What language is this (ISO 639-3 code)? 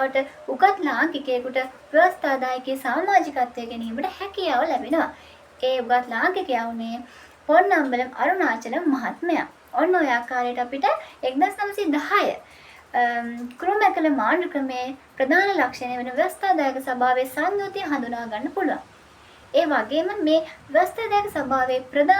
sin